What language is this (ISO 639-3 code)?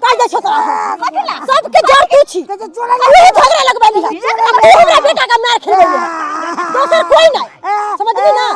mai